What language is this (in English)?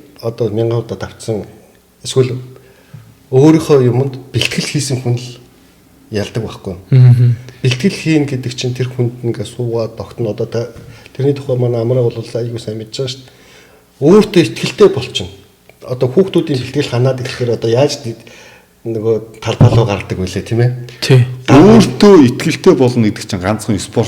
Mongolian